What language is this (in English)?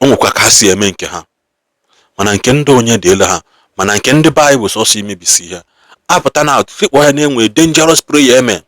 Igbo